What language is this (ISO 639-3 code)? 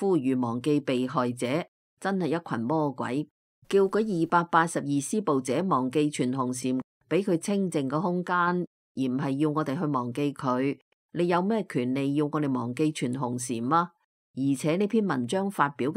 yue